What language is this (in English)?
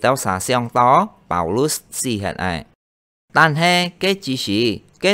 Hakka Chinese